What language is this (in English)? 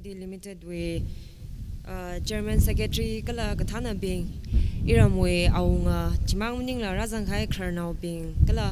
Tangkhul Naga (India)